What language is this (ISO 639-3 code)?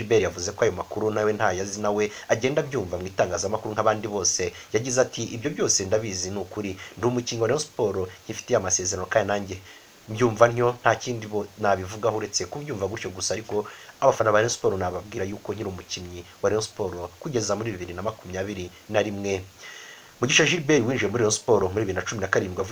kin